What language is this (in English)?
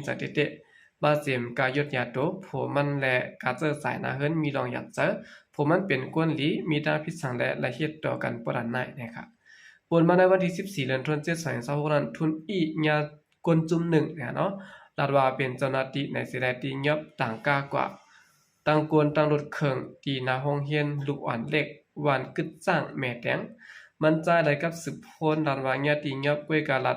Shan